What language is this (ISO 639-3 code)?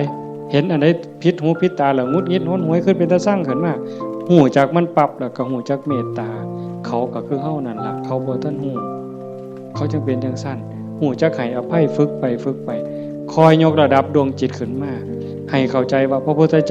tts